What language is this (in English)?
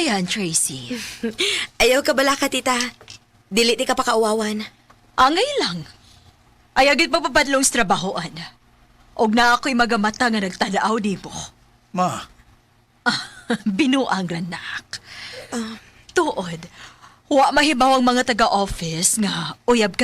Cebuano